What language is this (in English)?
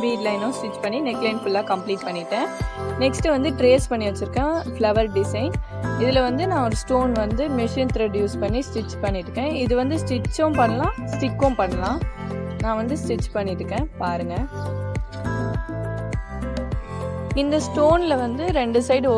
Tamil